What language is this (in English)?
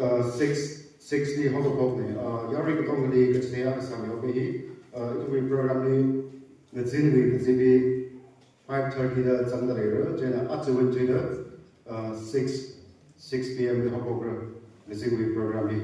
Tangkhul Naga (India)